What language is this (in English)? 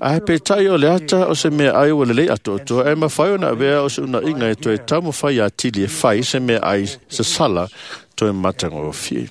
Samoan